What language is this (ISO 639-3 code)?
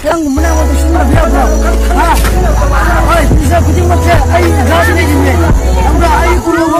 mni